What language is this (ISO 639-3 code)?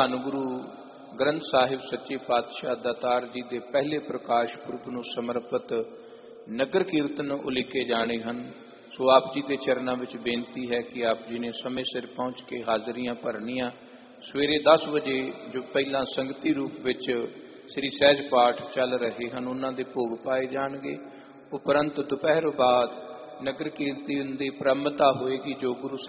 pan